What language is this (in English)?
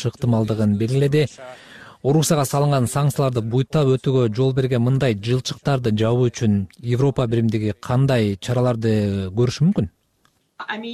Kyrgyz